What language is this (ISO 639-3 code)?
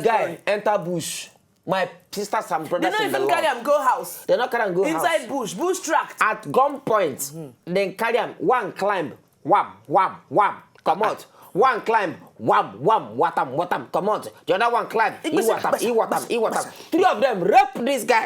pcm